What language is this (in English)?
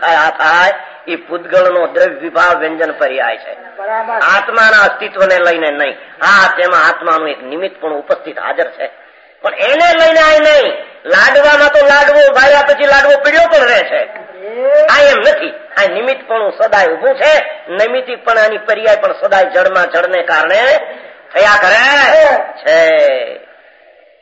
Gujarati